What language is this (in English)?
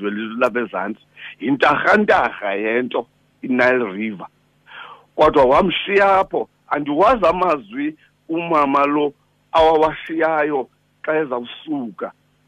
Xhosa